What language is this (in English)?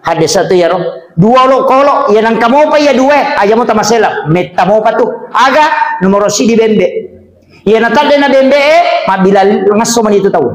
Buginese